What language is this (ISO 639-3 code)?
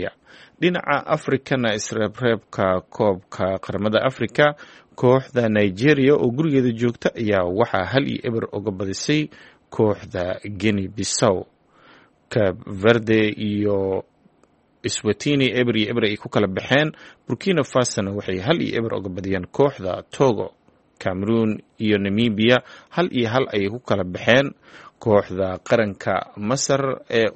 som